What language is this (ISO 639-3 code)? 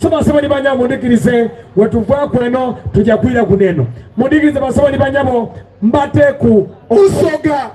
xog